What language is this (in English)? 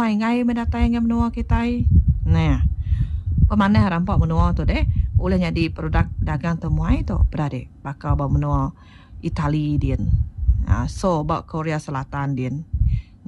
Iban